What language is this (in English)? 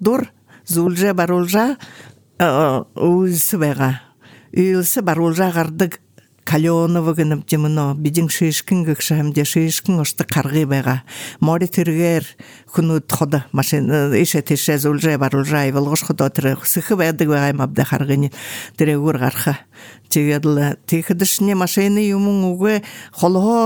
Buriat